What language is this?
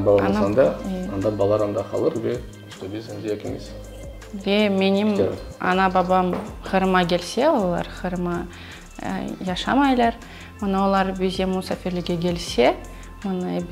Crimean Tatar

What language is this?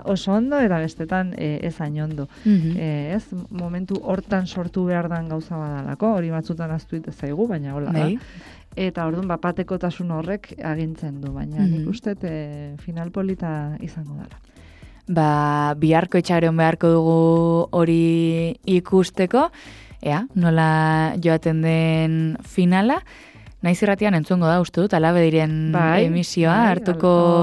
Basque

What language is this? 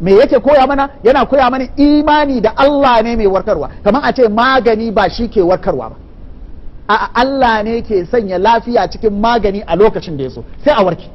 Hausa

